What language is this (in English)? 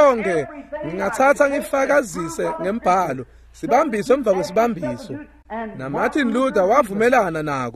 Swati